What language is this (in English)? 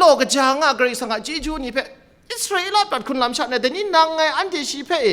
Kachin